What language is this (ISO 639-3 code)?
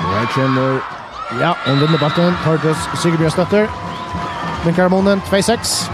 fao